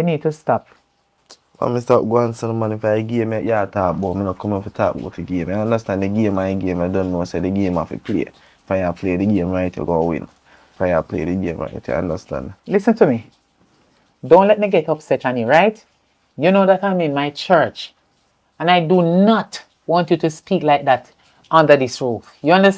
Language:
Jamaican Creole English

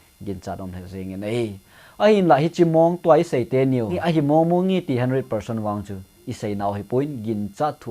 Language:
Thado Chin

